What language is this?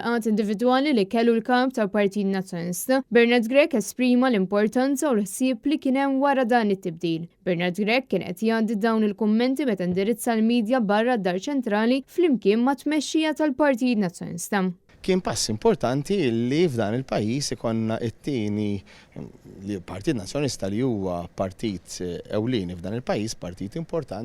Maltese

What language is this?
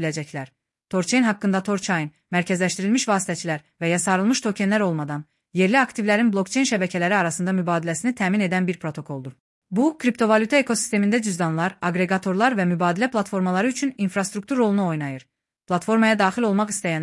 Azerbaijani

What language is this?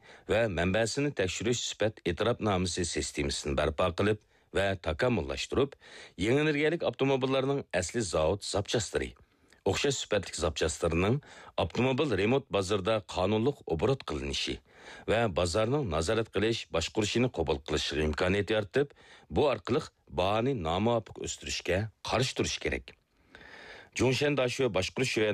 Uyghur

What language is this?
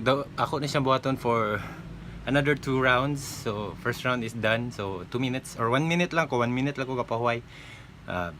Cebuano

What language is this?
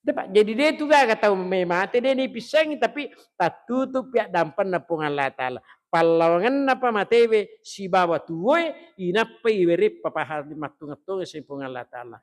Buginese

